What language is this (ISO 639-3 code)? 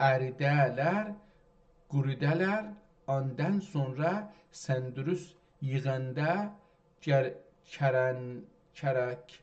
azb